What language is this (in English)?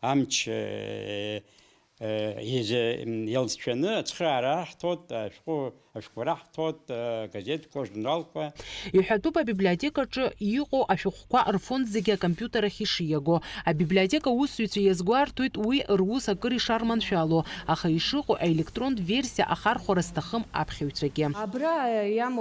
Abkhazian